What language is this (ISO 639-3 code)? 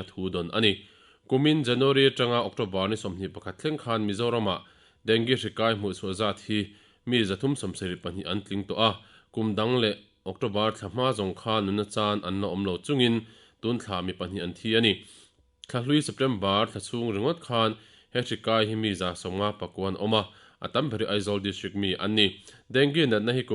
lus